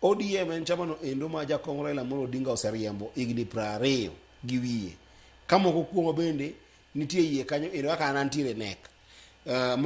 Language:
Luo (Kenya and Tanzania)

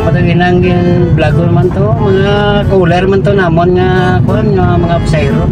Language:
Hiligaynon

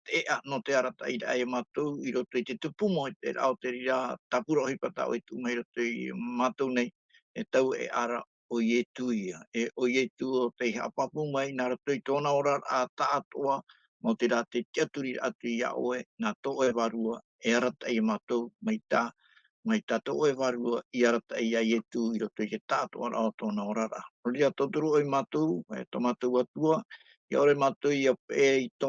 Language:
Tahitian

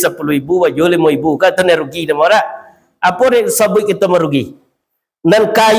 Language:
Minangkabau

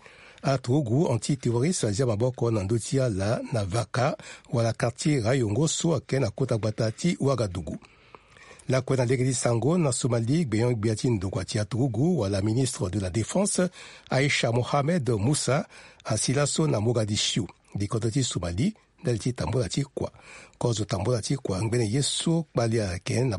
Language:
Sango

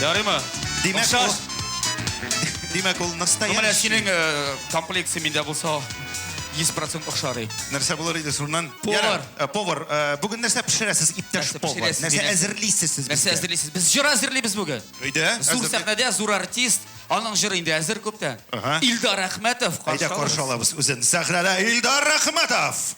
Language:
Tatar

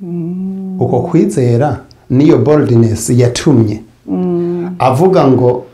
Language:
Rundi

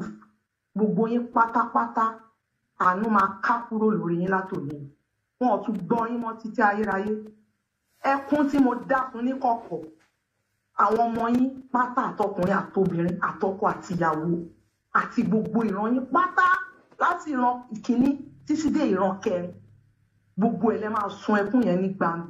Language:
Yoruba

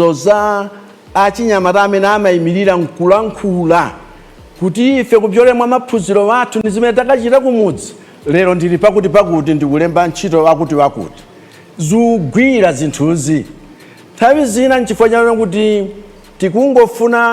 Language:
Nyanja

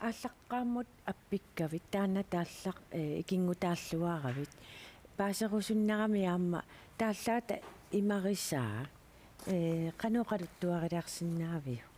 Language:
Kalaallisut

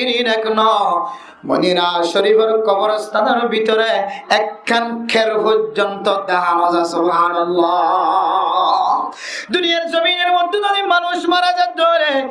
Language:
Rohingya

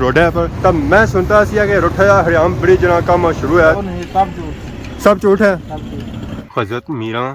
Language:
Pahari-Potwari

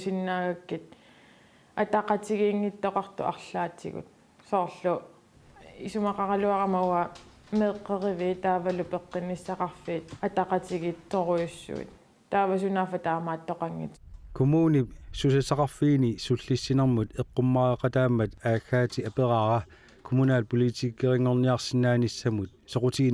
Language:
Kalaallisut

